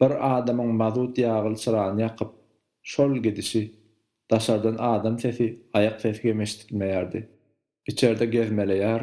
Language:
Turkmen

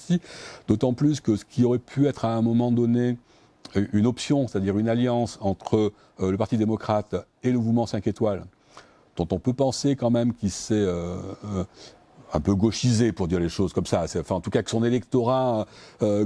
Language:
French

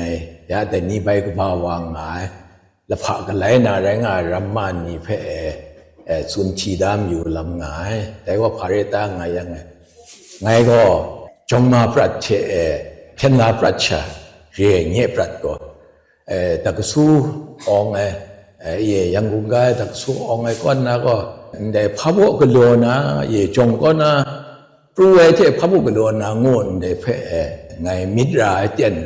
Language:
Kachin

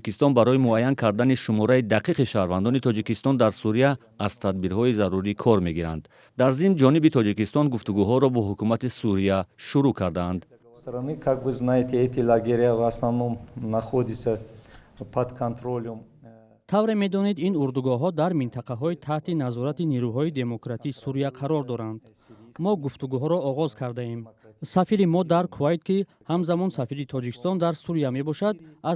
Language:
Tajik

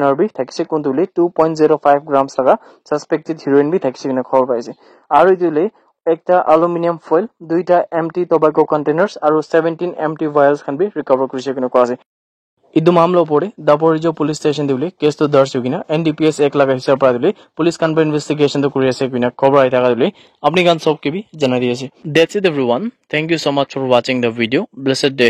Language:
Naga Pidgin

